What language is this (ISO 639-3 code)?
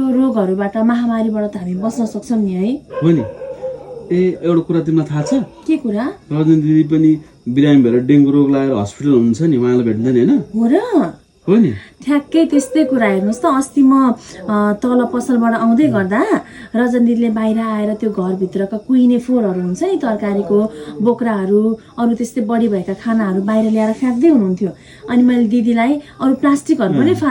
nep